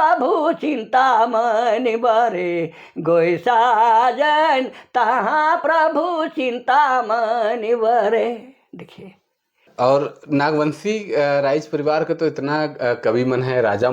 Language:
Sadri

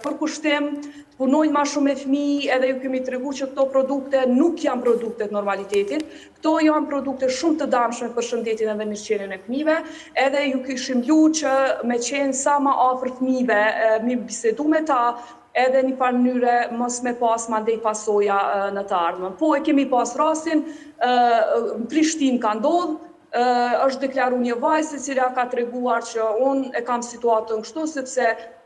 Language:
Albanian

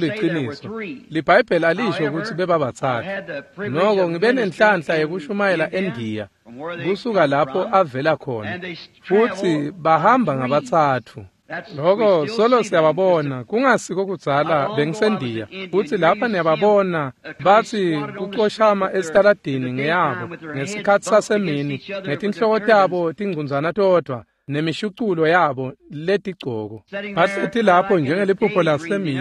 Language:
Swati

